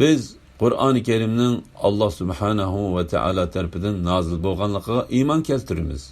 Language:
Uyghur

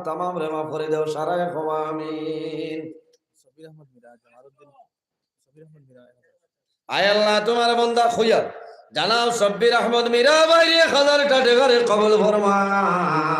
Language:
Sylheti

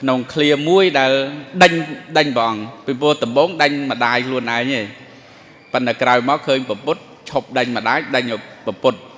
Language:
Khmer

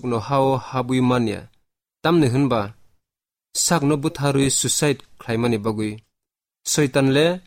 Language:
Kok Borok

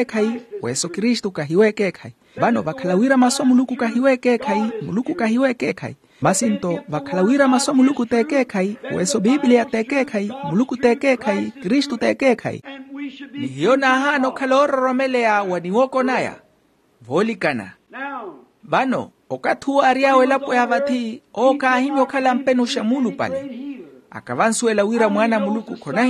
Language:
Makhuwa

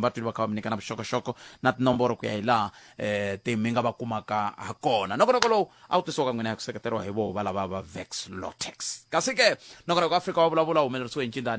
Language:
Tsonga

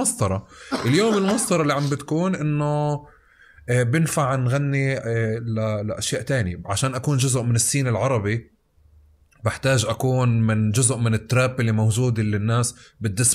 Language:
North Levantine Arabic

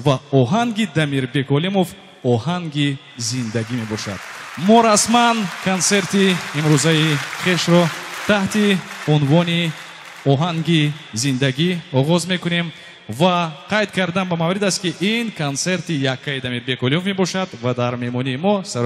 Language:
Persian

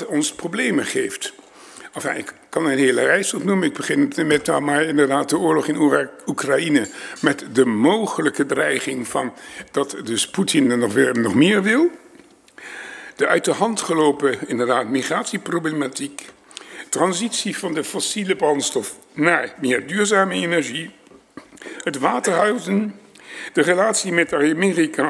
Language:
Dutch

